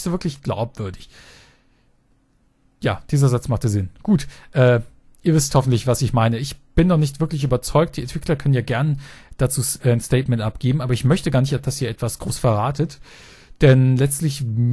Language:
German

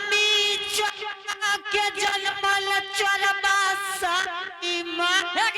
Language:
Angika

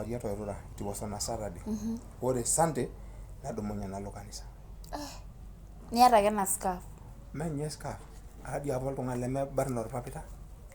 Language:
Masai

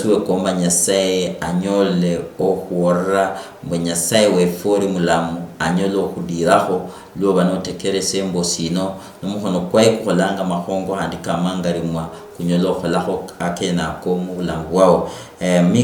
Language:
Luyia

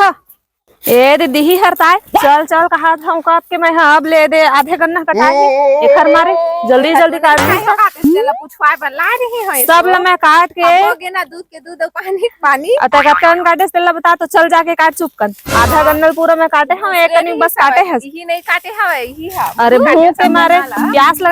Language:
Chhattisgarhi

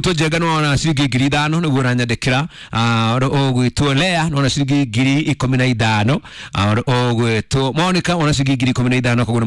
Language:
Kikuyu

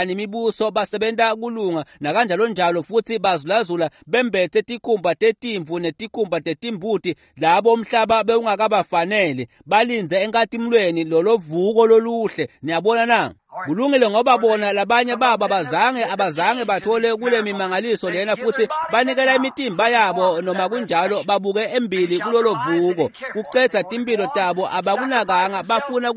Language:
Swati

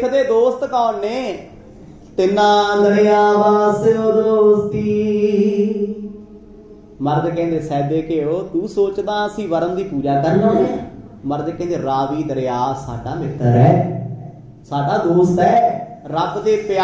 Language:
Punjabi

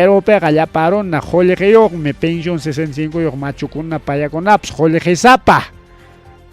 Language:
Ayacucho Quechua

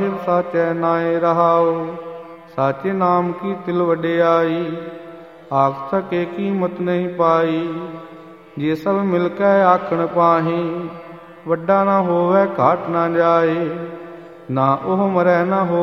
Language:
Punjabi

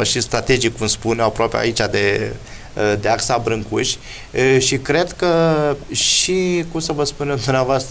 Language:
Romanian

